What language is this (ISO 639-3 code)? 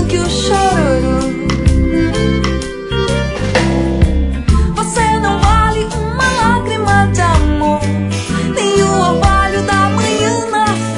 por